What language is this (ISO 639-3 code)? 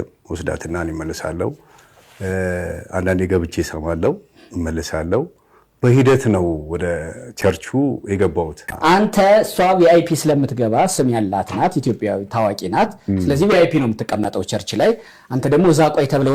amh